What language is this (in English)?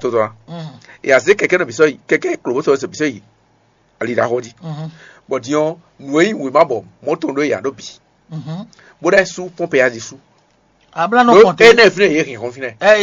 Fon